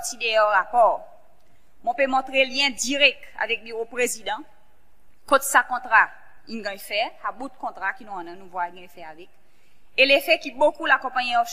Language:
Seselwa Creole French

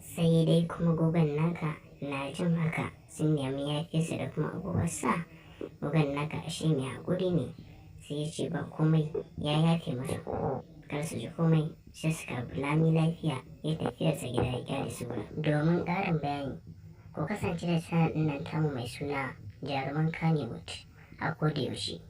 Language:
Hausa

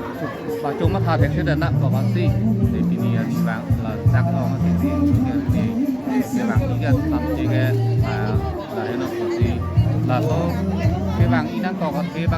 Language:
Karbi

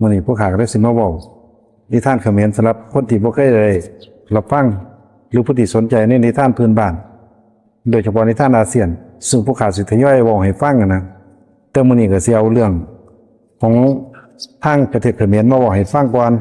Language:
Lao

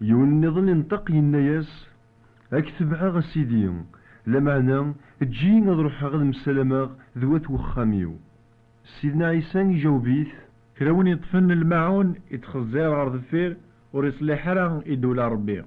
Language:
Kabyle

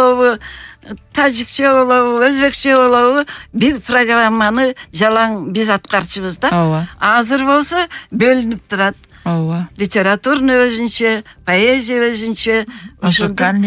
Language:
Kyrgyz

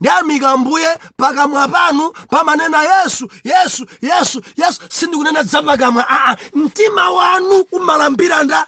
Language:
Nyanja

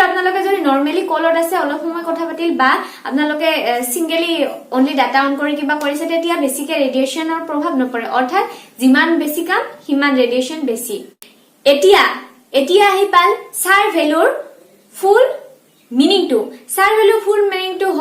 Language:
Assamese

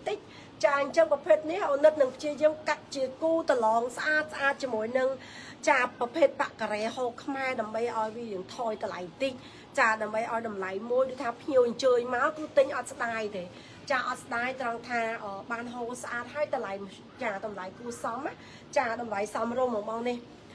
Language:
Khmer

